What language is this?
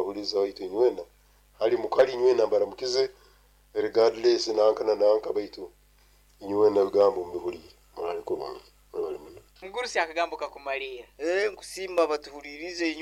Nyoro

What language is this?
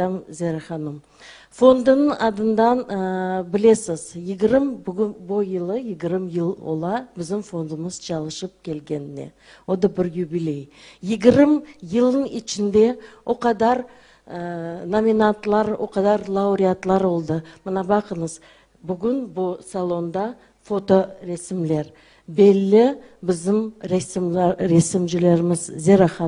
Crimean Tatar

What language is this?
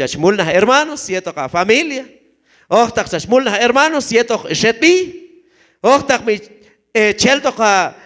Q'anjob'al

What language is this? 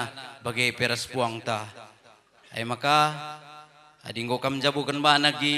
Batak Karo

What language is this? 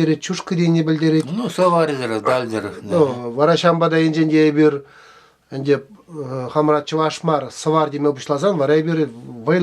Chuvash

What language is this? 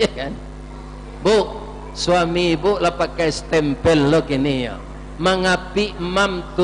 Minangkabau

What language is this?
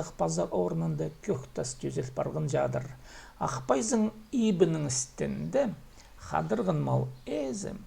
Khakas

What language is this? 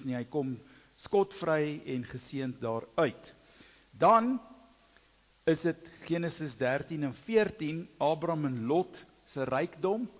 Afrikaans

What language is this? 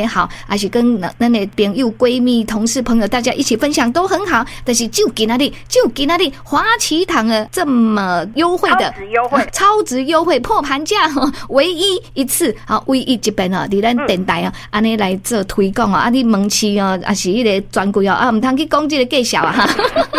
Min Nan Chinese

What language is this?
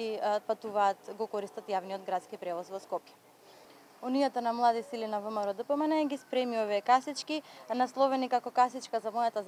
Macedonian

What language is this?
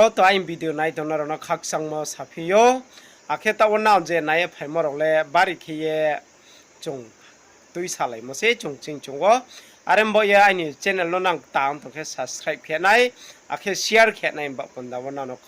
Riang (India)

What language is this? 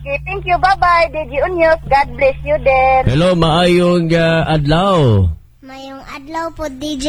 Cebuano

